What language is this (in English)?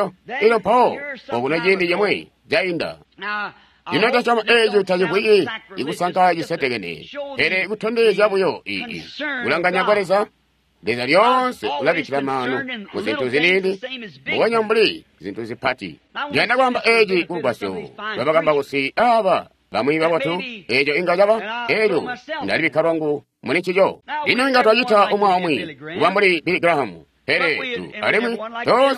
Tonga (Zambia)